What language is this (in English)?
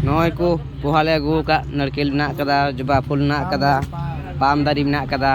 Santali